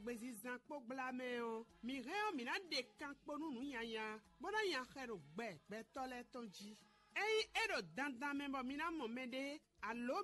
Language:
Fon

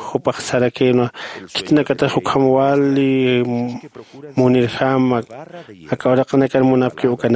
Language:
Aymara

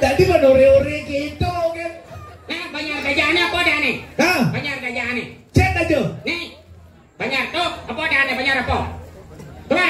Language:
Balinese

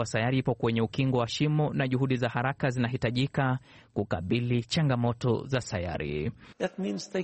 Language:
Swahili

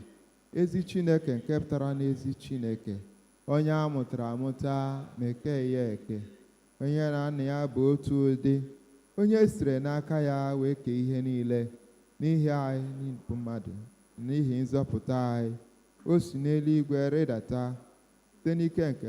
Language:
Igbo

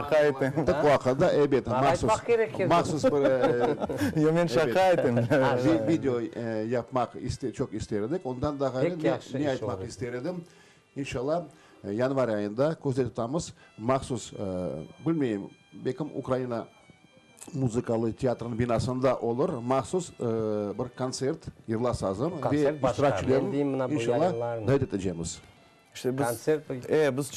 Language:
Crimean Tatar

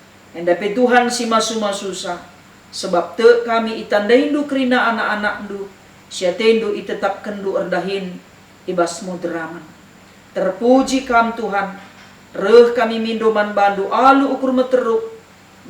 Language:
Batak Karo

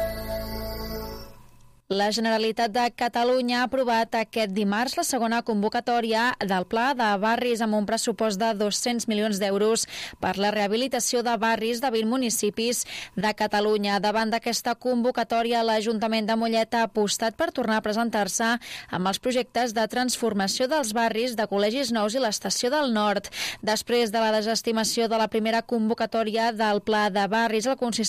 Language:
Catalan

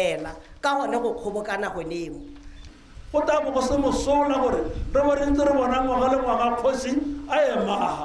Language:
Tswana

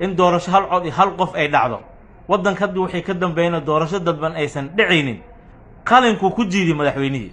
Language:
Somali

